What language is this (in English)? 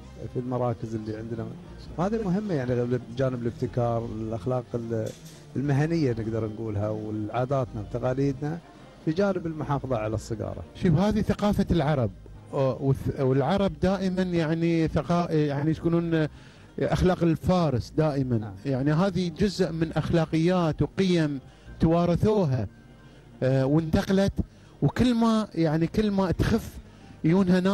Gulf Arabic